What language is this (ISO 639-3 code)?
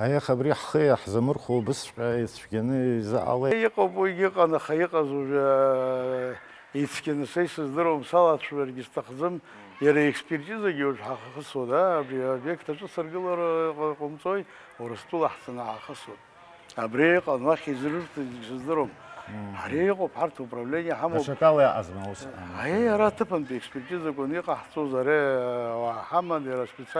abk